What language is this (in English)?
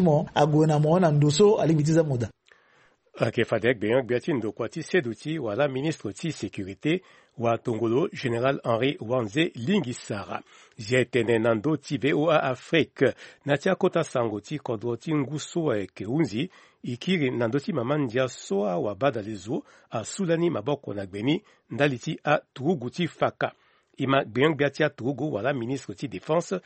Sango